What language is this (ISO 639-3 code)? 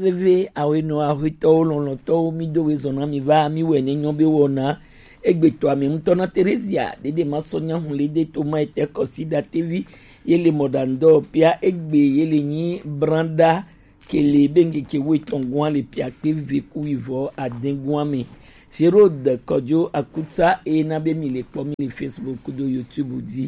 gej